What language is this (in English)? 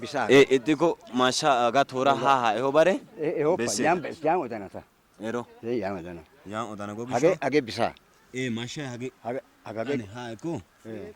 Wolaytta